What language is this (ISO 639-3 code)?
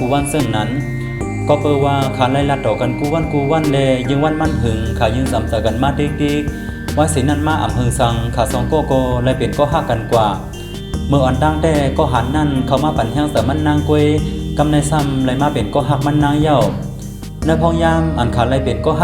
shn